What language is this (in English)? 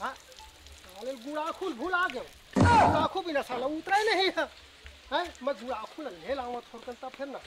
Chhattisgarhi